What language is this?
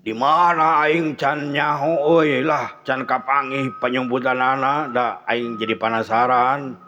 Sundanese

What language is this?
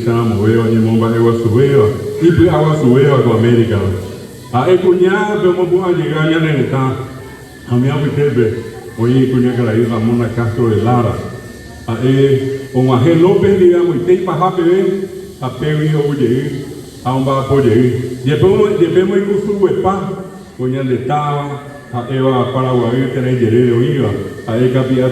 Guarani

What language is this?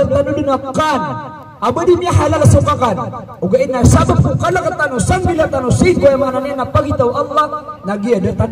Maranao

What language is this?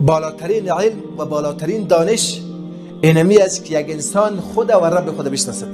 Persian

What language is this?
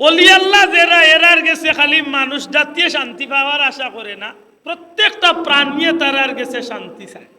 Sylheti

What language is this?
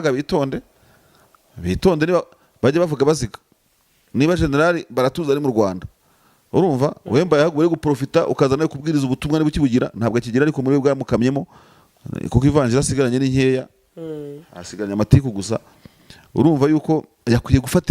Kinyarwanda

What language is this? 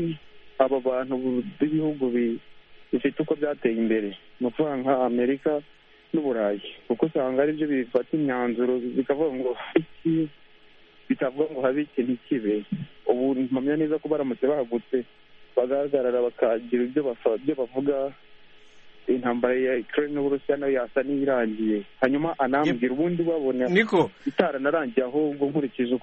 Kinyarwanda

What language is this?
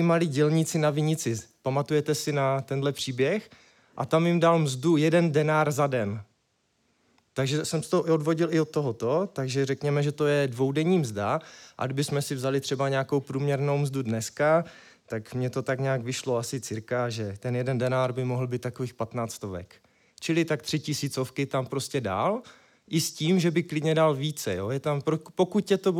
Czech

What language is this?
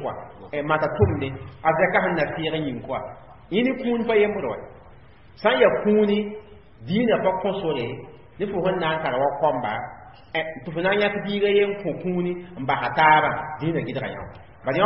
Mossi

